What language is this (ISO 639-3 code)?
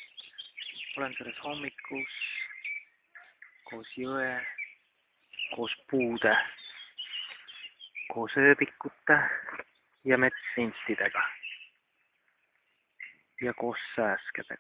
est